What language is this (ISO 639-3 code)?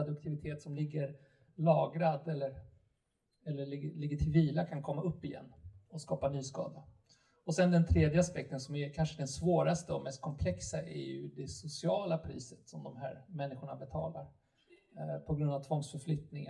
swe